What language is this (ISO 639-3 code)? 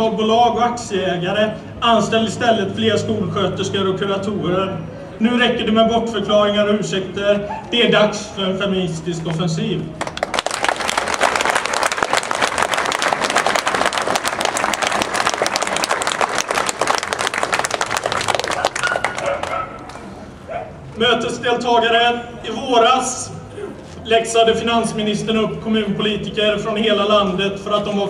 swe